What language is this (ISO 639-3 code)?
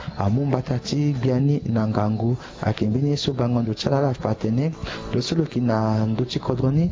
sag